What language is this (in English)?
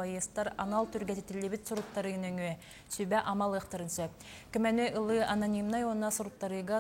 Yakut